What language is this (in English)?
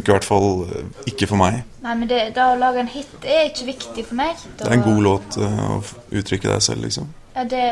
Norwegian